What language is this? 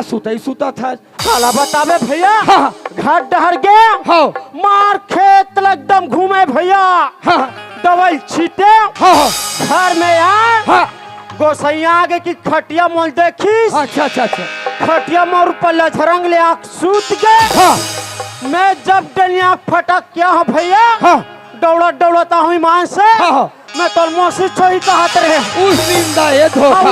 Chhattisgarhi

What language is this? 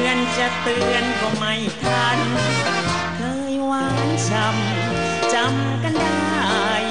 Thai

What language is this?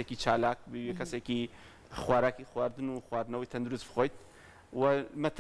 Central Kurdish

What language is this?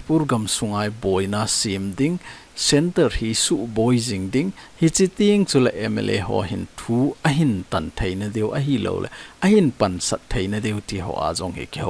Thado Chin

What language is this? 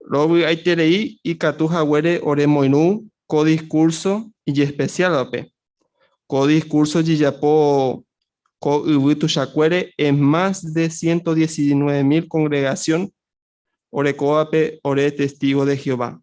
Guarani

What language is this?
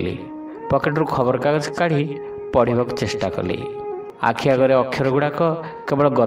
Odia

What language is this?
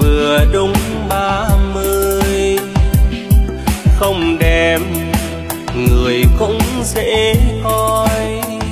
Vietnamese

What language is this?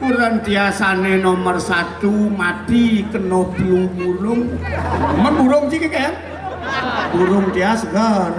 Balinese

